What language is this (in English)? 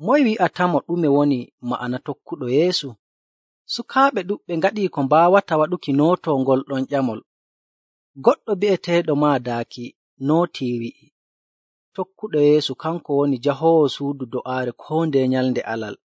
Nigerian Fulfulde